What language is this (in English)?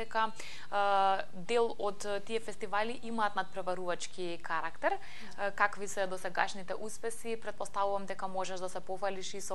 Macedonian